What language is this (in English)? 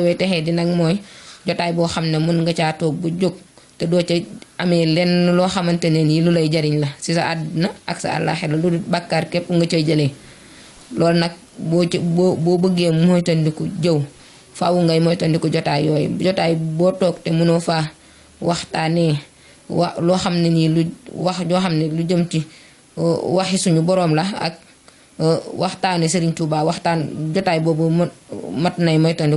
Wolof